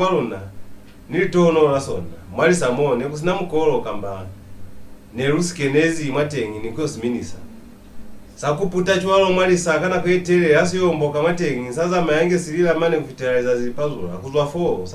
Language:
Lozi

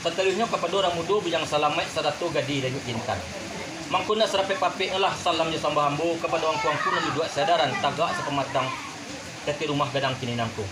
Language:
Minangkabau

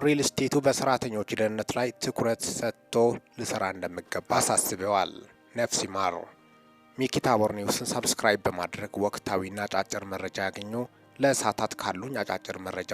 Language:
Amharic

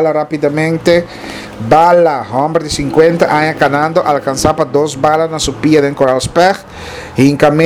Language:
Papiamento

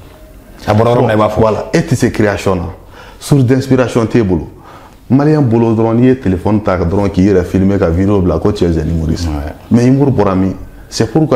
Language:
Bambara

